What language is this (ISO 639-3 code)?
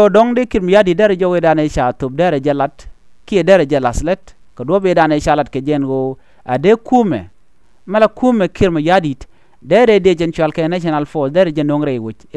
nus